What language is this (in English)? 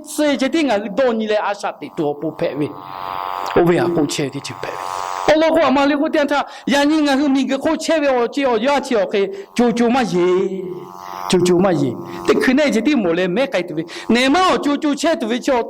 Lahu